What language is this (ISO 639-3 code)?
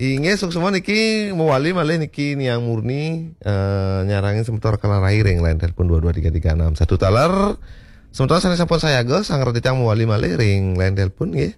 ban